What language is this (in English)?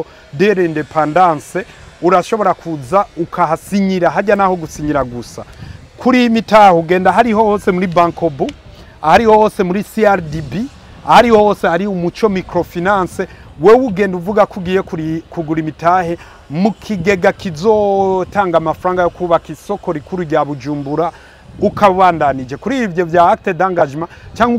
Rundi